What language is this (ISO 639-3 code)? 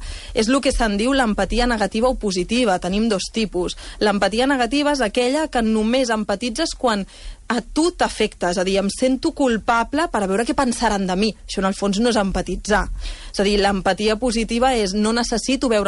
cat